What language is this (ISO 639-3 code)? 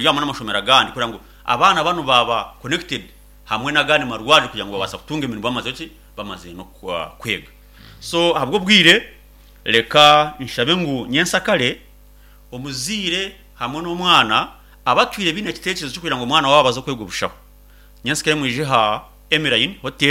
nyn